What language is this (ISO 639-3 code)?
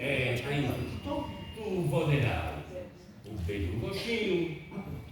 srd